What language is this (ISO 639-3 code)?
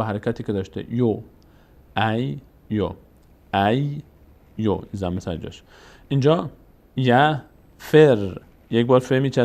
fas